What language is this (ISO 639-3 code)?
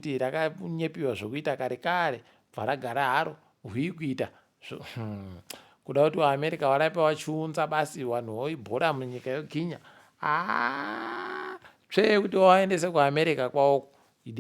ndc